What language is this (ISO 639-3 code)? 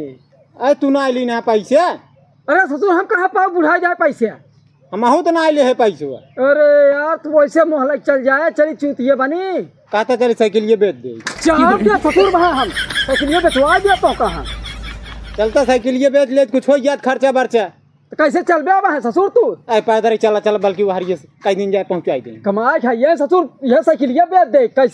awa